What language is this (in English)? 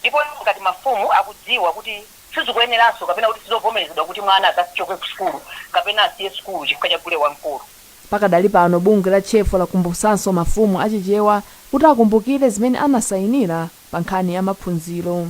Nyanja